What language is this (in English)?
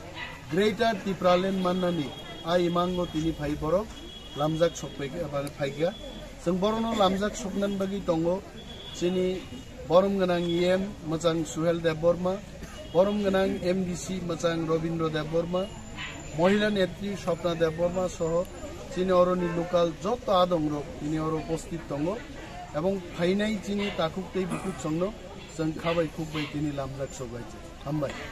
Kok Borok